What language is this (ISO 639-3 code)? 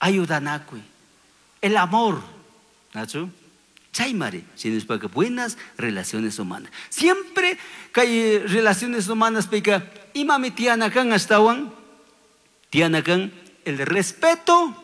qug